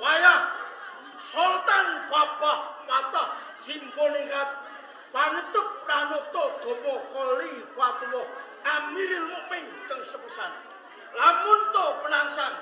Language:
Javanese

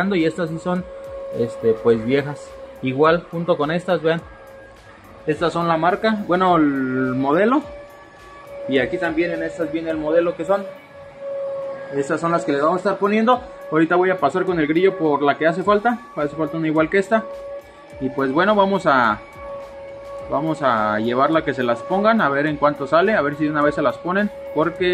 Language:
Spanish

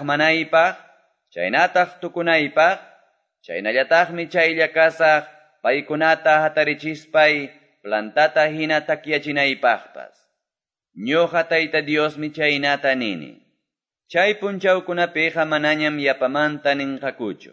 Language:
Quechua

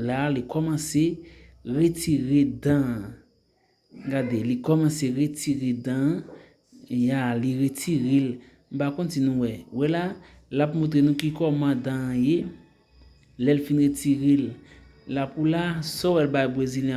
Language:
Haitian Creole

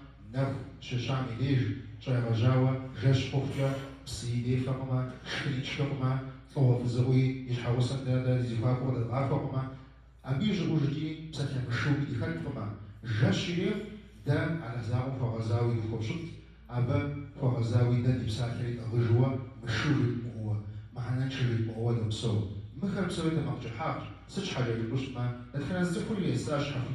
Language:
Kabardian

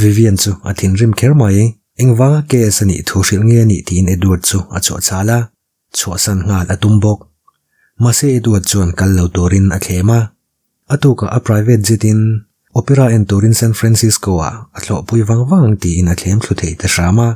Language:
Mizo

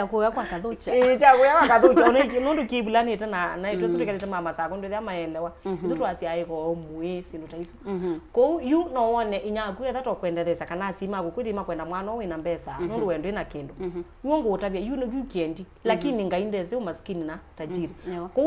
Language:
Kamba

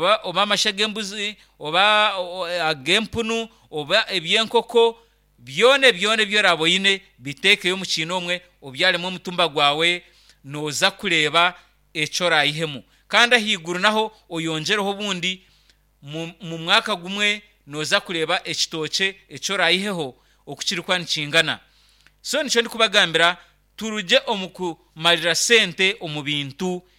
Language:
Nyankole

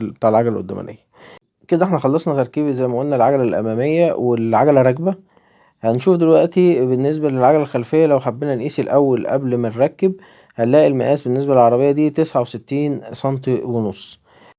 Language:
Egyptian Arabic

